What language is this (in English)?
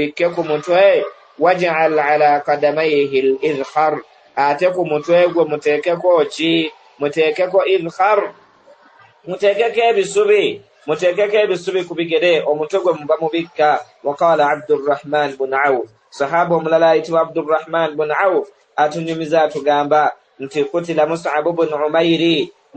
Ganda